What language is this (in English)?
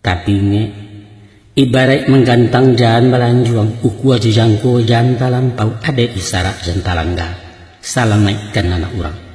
Minangkabau